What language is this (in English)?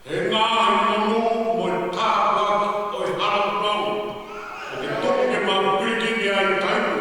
Tongan